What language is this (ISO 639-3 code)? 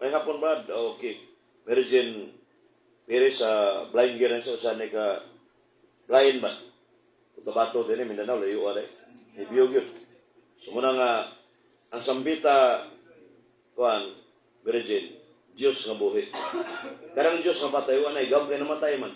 ceb